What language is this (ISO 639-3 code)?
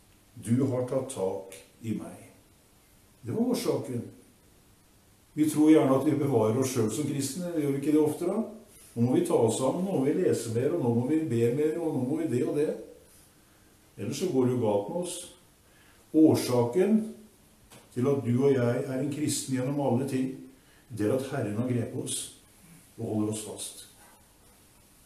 nor